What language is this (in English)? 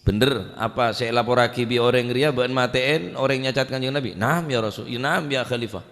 Madurese